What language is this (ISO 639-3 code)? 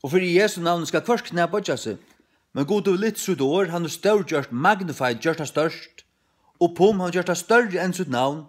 fao